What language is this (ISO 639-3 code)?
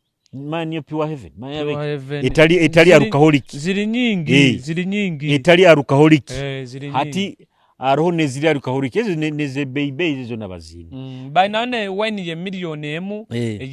nyo